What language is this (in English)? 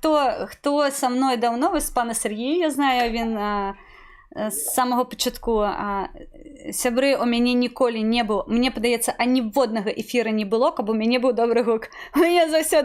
Belarusian